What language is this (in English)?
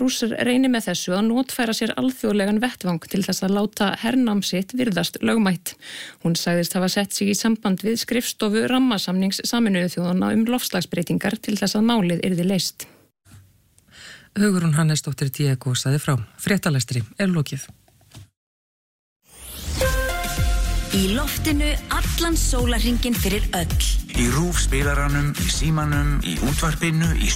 Icelandic